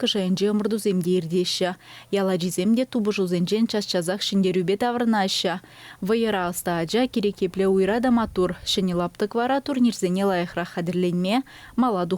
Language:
Chuvash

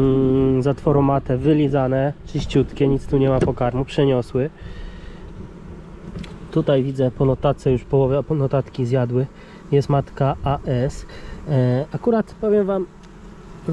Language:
Polish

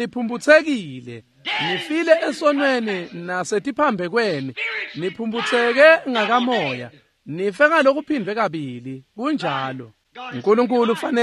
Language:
Swati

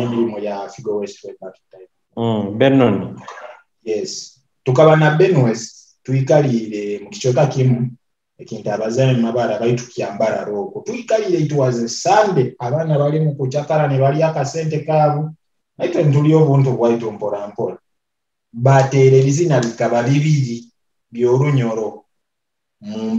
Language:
Nyoro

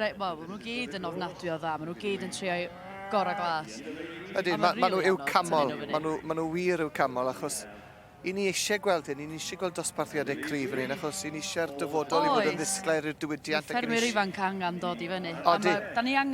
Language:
Welsh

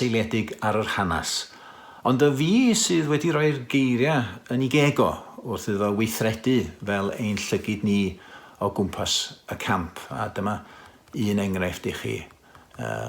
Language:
Welsh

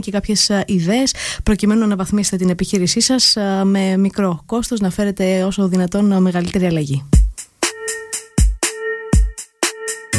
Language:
Greek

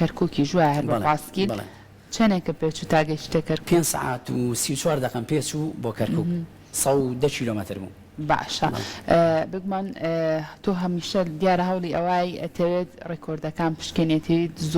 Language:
Central Kurdish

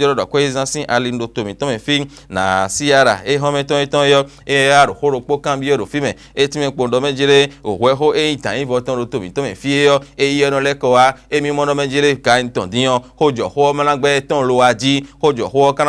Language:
Fon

